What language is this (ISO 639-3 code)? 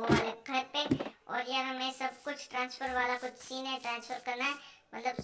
hin